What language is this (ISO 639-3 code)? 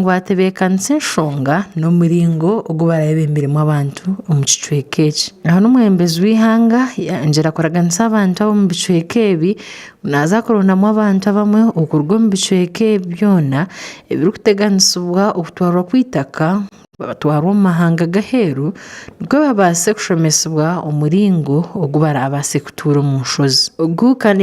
nyn